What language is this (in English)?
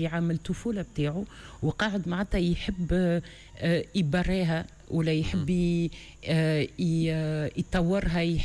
Tunisian Arabic